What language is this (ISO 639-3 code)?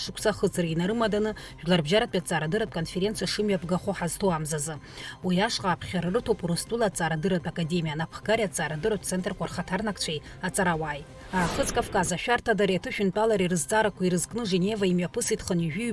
abk